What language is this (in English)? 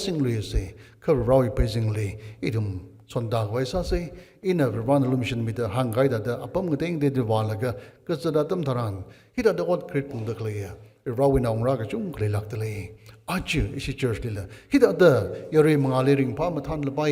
Tangkhul Naga (India)